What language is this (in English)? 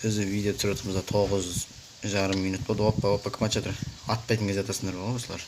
Kazakh